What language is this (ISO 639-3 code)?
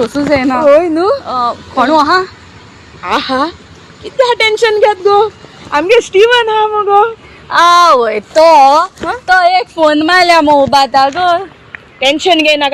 kok